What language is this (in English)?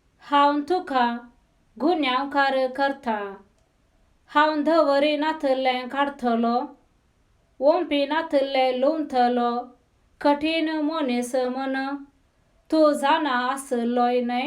Konkani